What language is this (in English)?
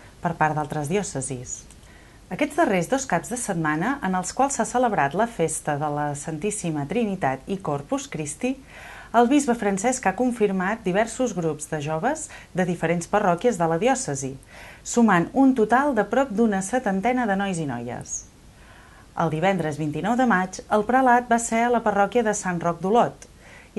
Catalan